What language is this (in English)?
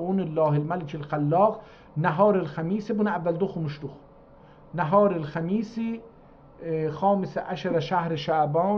South Azerbaijani